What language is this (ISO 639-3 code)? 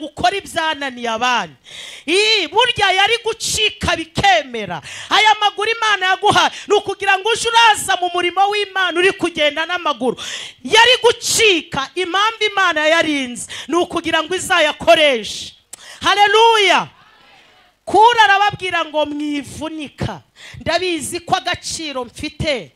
kin